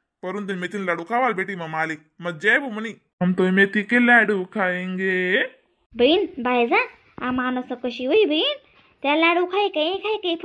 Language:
Khandesi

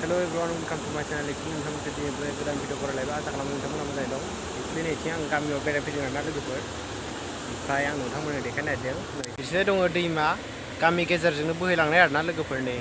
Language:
Bodo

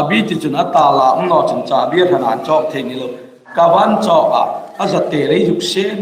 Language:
Hmar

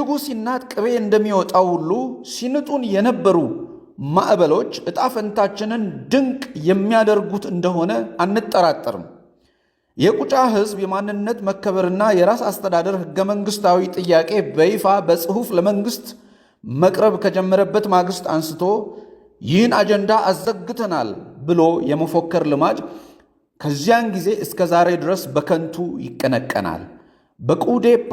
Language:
Amharic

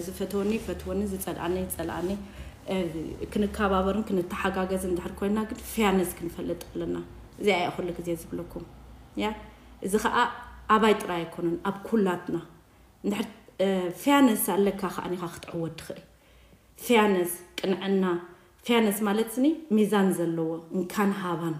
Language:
Tigrinya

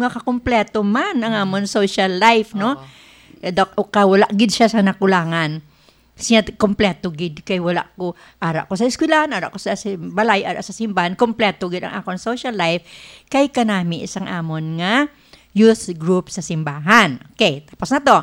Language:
Hiligaynon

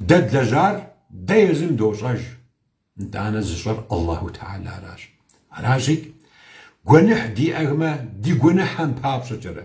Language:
Kabardian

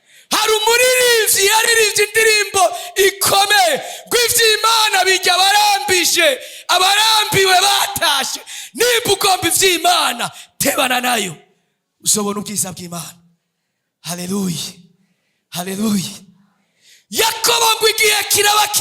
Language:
Rundi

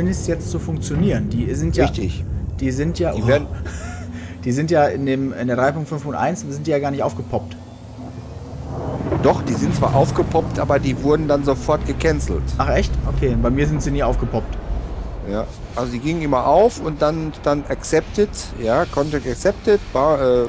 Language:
German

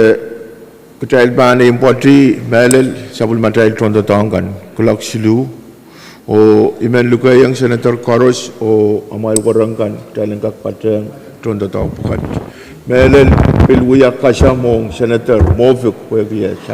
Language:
Pohnpeian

